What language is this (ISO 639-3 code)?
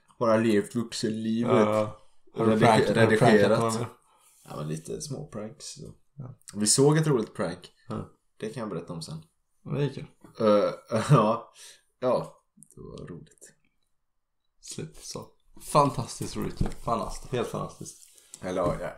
swe